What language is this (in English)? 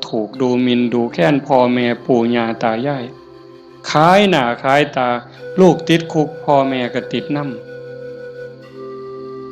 Northeastern Thai